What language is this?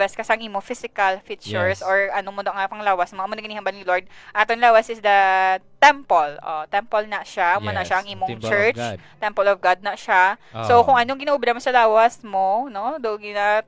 Hiligaynon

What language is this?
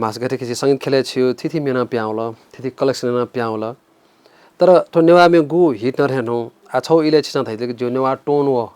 Newari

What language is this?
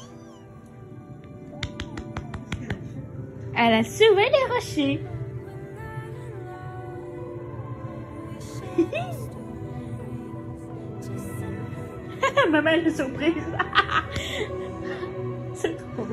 French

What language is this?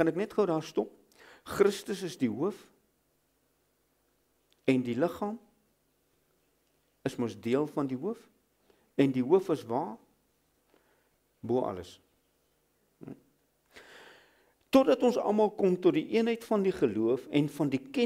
Afrikaans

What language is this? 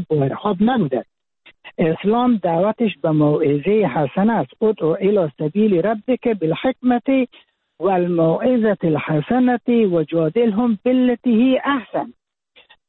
Persian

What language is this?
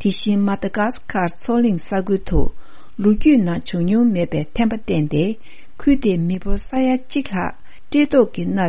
Tibetan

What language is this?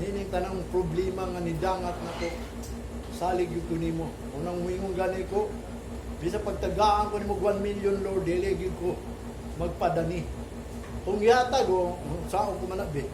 Cebuano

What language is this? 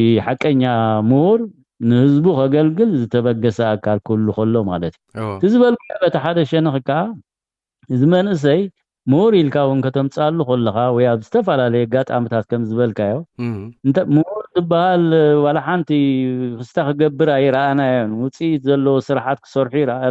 Tigrinya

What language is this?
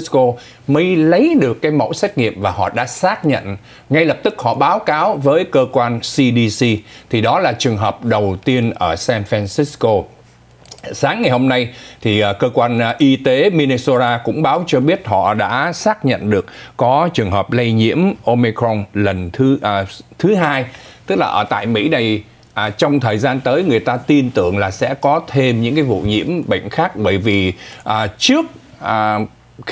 Vietnamese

